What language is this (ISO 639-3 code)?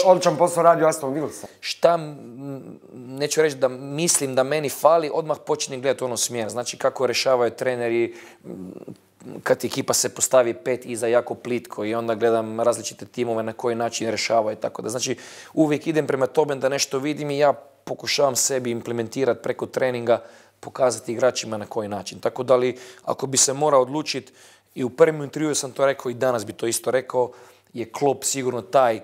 bos